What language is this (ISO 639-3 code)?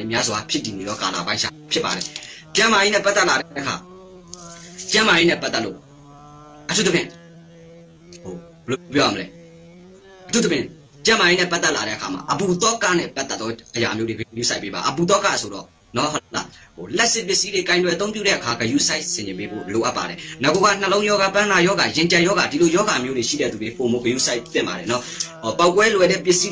mya